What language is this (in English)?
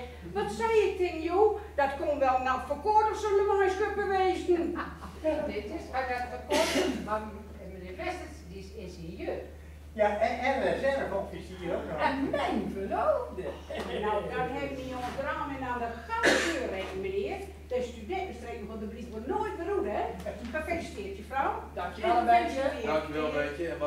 Gronings